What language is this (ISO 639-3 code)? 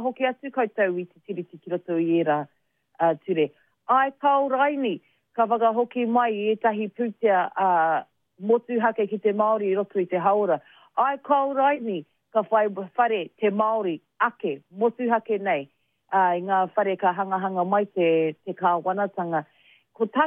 mri